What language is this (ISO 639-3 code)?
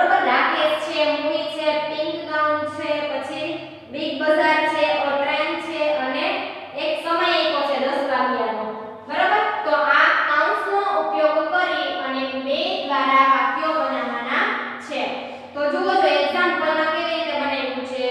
guj